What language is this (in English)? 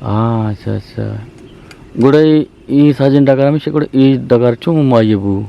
Eastern Balochi